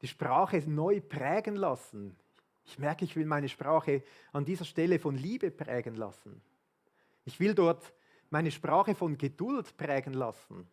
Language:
Swiss German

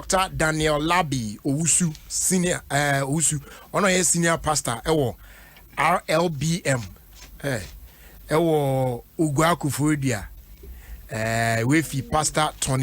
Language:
Akan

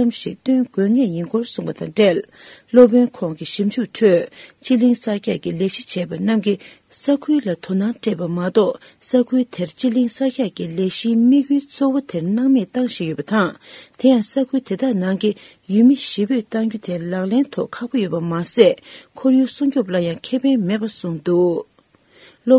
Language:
Tibetan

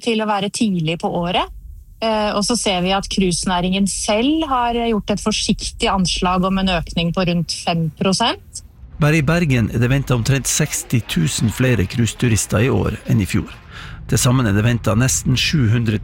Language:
Norwegian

